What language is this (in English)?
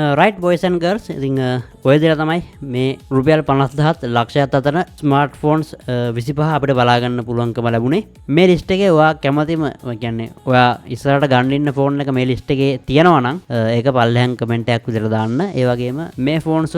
Sinhala